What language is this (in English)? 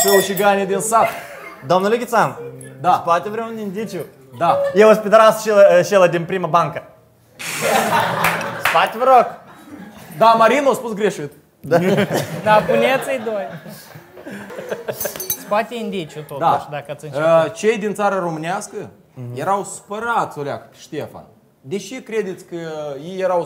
Romanian